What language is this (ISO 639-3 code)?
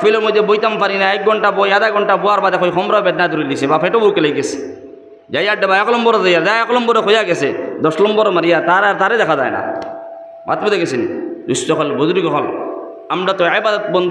syl